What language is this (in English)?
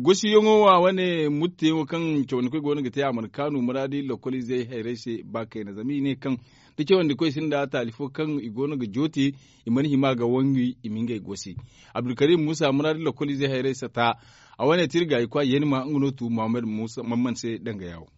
Zarma